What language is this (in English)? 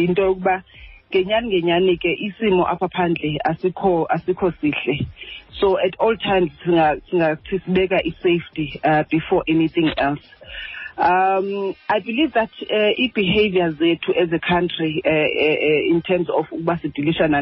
Xhosa